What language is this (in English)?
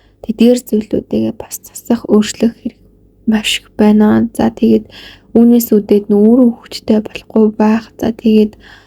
Mongolian